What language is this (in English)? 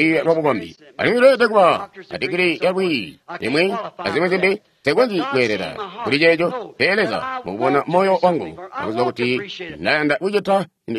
Tonga (Zambia)